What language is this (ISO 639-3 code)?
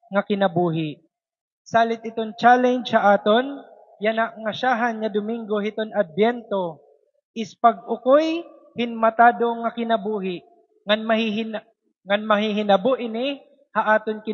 war